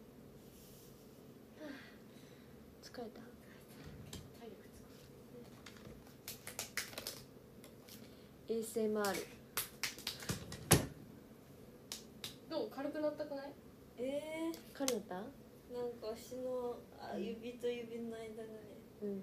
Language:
Japanese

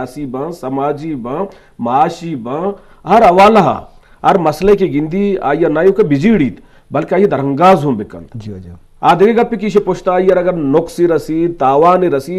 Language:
Eastern Balochi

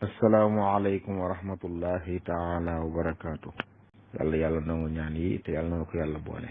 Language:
Wolof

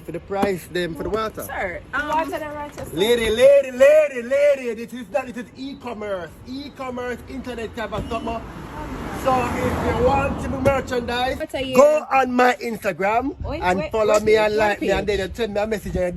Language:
Jamaican Creole English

